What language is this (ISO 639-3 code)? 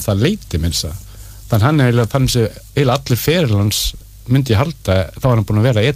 isl